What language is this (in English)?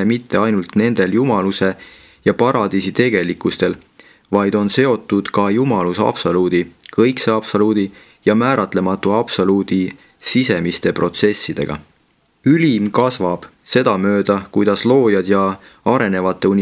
Estonian